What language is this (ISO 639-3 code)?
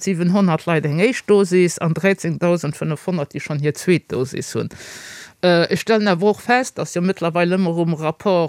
ltz